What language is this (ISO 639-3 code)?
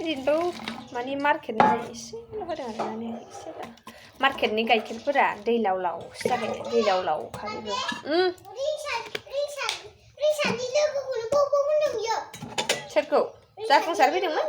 brx